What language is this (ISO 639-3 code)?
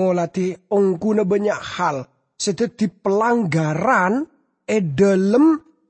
mad